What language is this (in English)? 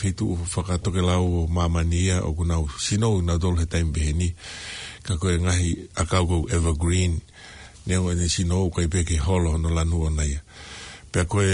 Tongan